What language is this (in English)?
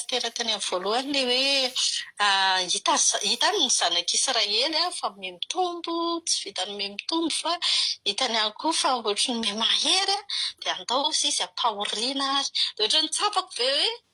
Malagasy